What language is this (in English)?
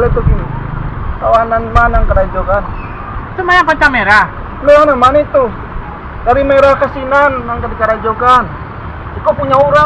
Minangkabau